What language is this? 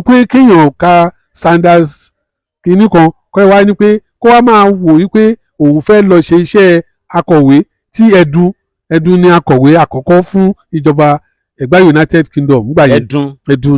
Yoruba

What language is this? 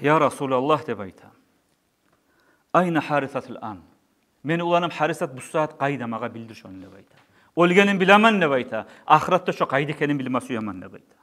Kumyk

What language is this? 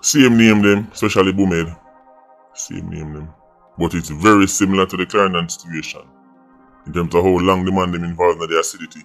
Jamaican Creole English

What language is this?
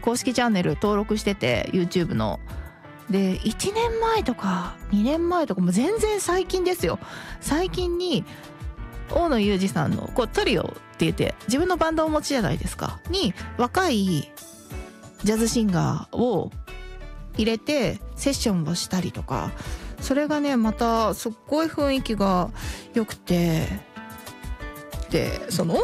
Japanese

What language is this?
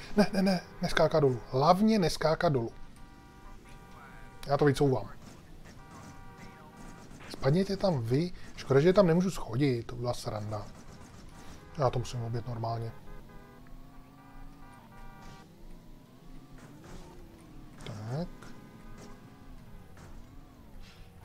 Czech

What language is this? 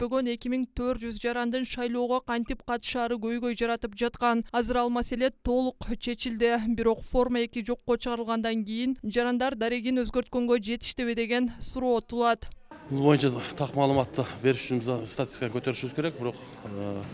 Kyrgyz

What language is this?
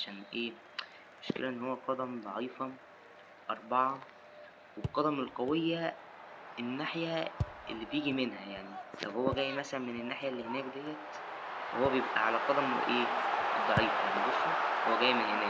Egyptian Arabic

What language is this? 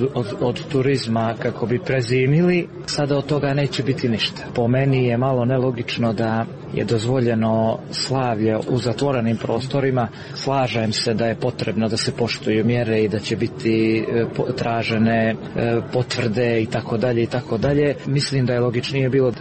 Serbian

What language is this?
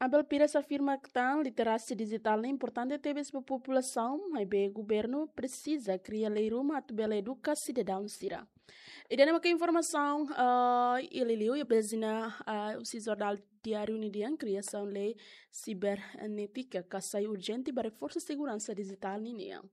Tetum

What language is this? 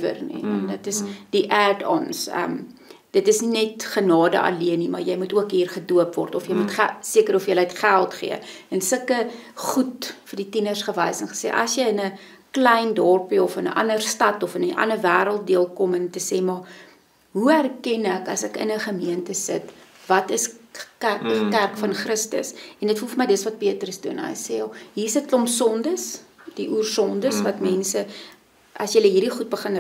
Afrikaans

